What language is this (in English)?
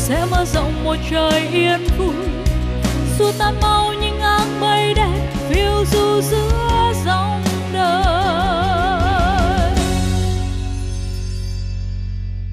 Vietnamese